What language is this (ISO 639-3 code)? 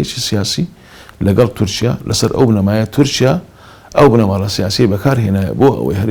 ckb